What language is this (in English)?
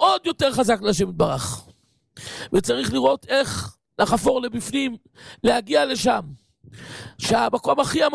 Hebrew